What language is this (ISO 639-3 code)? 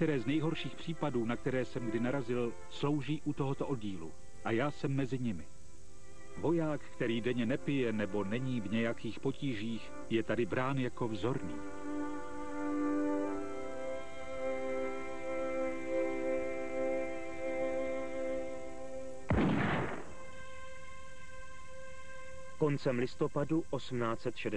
ces